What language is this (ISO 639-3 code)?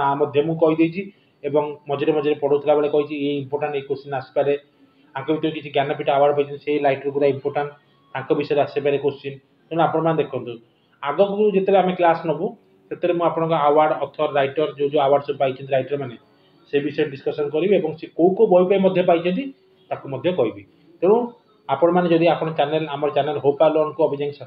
ori